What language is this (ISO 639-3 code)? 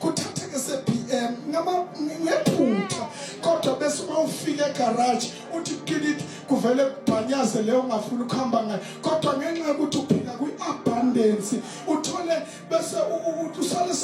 zul